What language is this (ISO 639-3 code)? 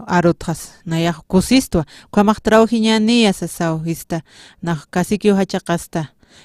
aym